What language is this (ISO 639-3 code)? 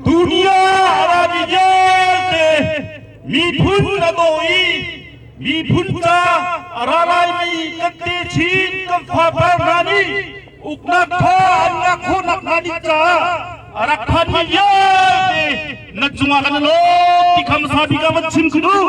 cnh